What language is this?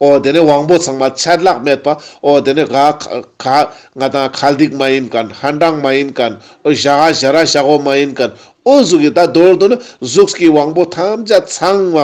Ladakhi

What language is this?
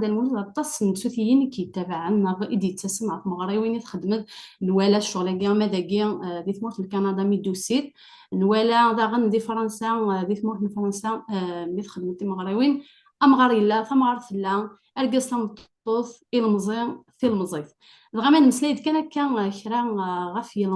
Kabyle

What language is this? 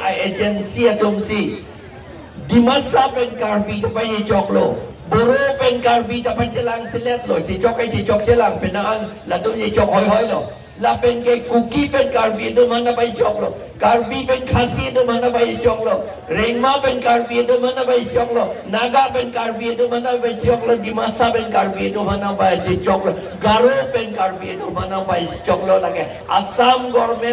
Karbi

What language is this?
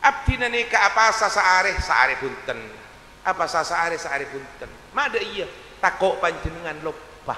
Madurese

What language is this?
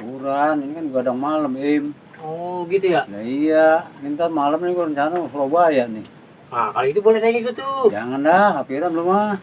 Betawi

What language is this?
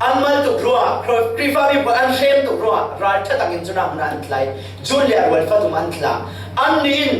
Falam Chin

